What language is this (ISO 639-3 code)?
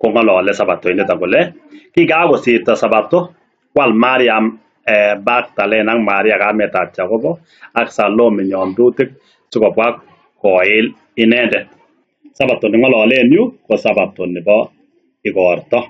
kln